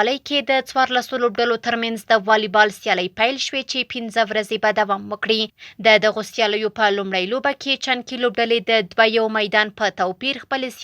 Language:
Pashto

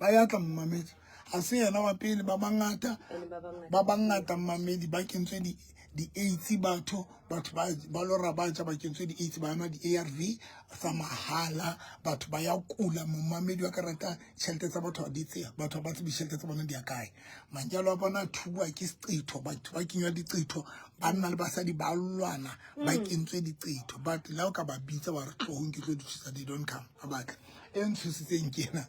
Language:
Southern Sotho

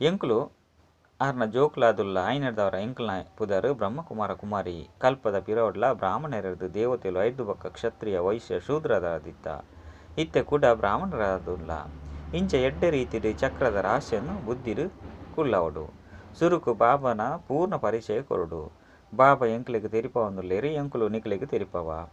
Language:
Tulu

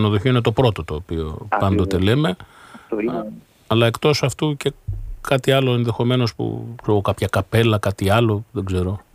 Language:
Greek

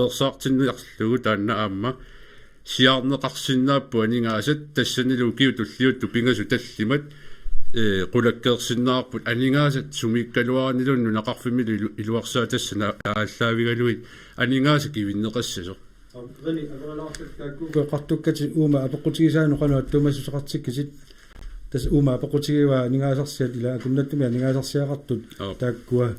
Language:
Kalaallisut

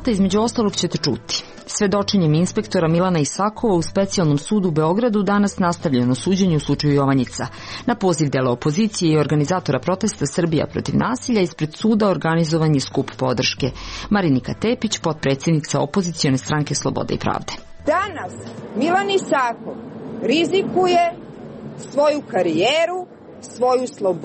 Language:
Serbian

